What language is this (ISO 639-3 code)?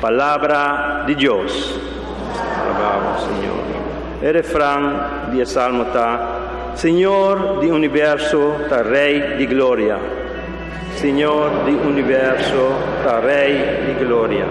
pap